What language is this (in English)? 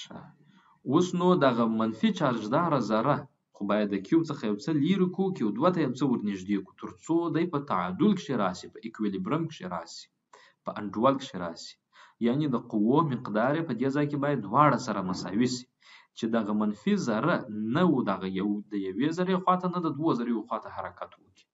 Pashto